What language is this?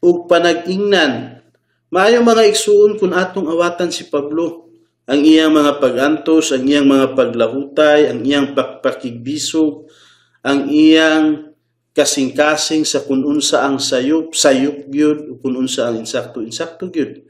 Cebuano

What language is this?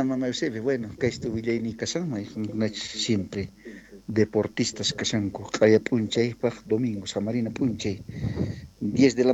South Bolivian Quechua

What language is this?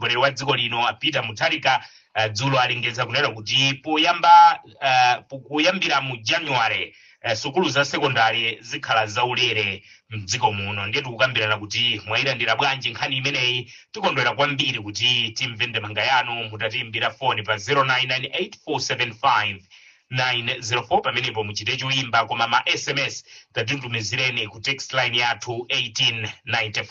Nyanja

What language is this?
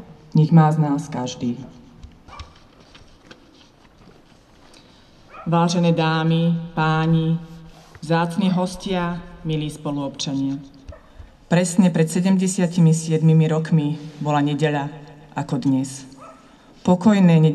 Slovak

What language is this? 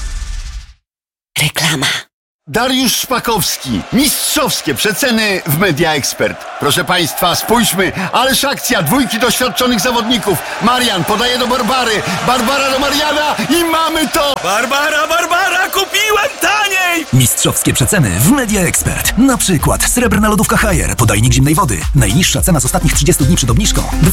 Polish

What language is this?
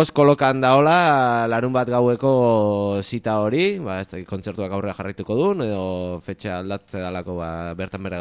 Basque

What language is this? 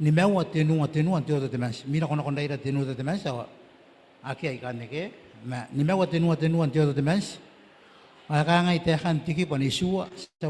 Gilbertese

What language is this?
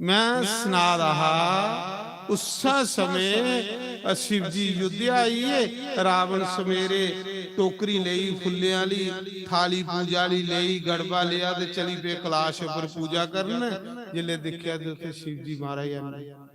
Dogri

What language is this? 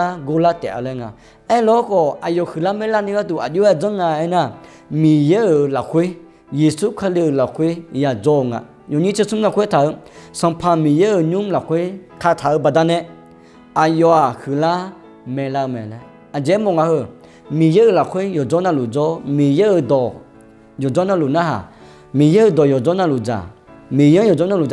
Akha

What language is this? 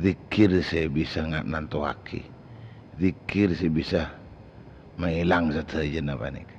Madurese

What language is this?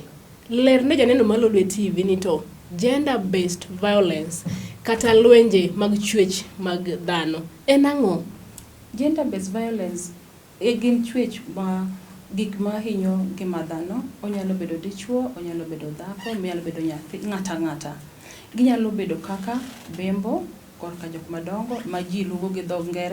Luo (Kenya and Tanzania)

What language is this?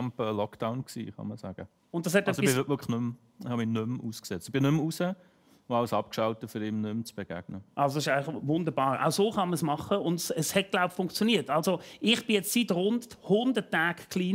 Swiss German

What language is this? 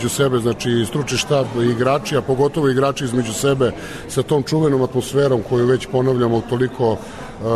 Serbian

